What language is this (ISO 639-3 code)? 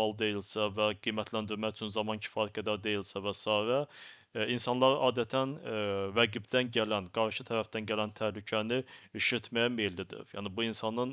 aze